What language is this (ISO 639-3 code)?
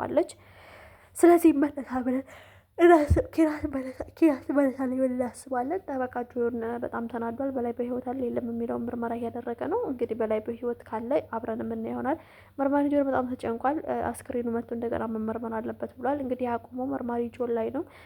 amh